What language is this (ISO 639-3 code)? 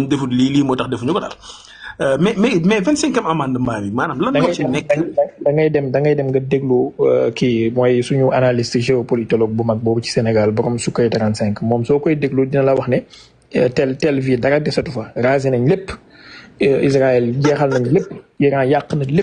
wol